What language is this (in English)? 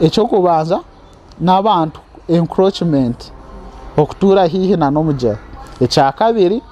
Nyankole